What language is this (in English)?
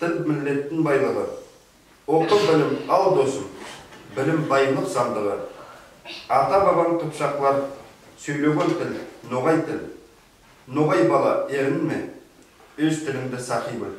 Nogai